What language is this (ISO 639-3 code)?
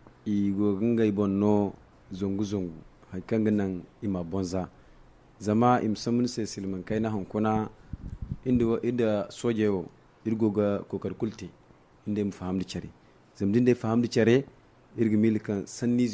dje